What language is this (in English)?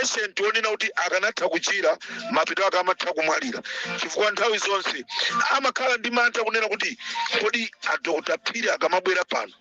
Nyanja